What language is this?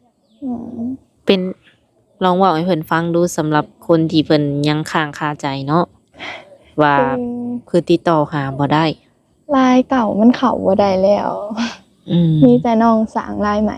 Lao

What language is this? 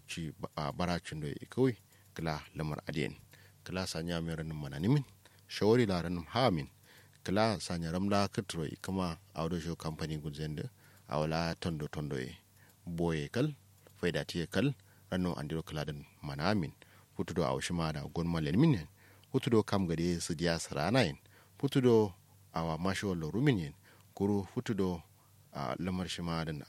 Kanuri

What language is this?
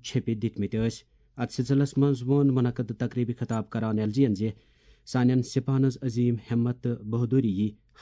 Kashmiri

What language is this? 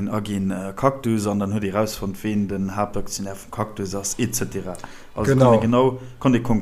Luxembourgish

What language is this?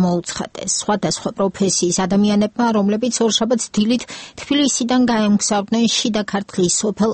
Georgian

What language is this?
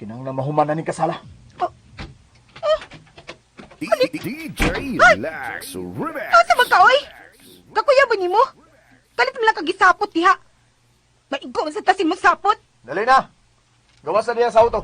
Cebuano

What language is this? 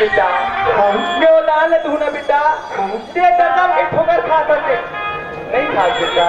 Chhattisgarhi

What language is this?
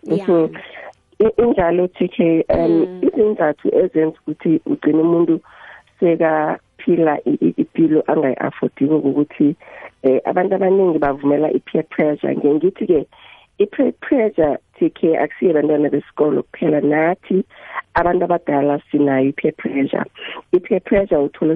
South Ndebele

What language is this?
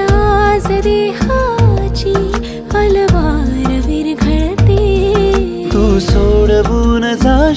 Marathi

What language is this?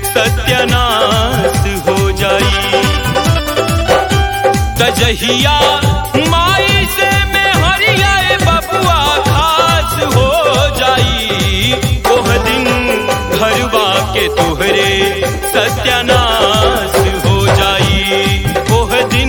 Bhojpuri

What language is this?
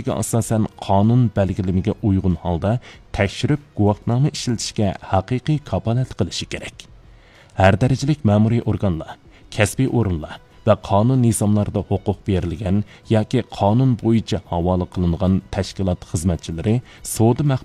Uyghur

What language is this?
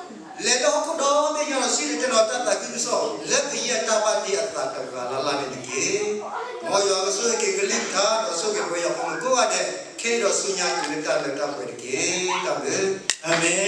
S'gaw Karen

